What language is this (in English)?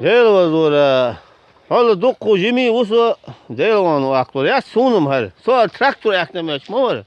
Chechen